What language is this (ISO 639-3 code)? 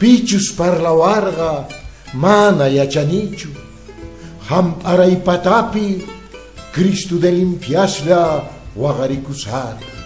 que